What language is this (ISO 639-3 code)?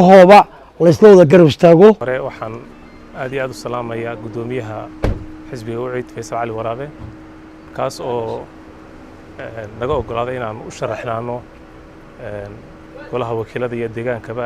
som